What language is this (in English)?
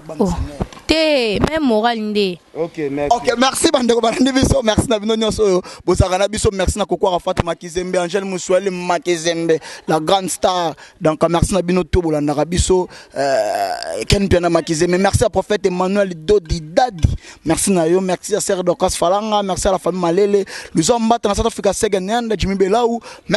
Lingala